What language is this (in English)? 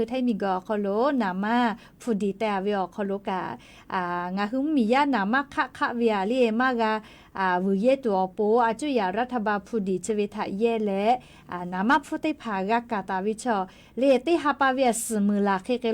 Lahu